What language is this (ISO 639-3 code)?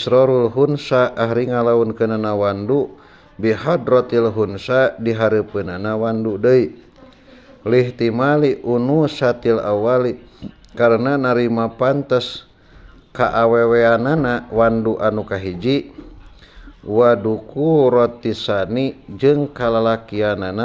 sun